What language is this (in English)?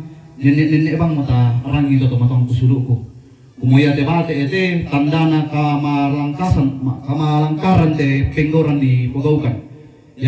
Toraja-Sa'dan